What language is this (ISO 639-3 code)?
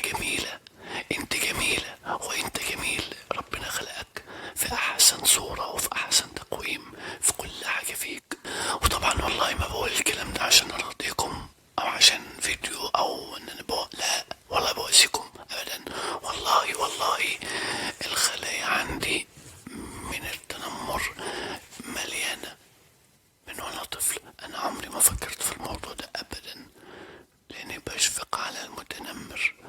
arz